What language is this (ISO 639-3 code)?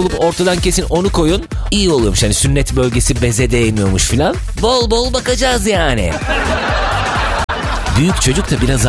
tur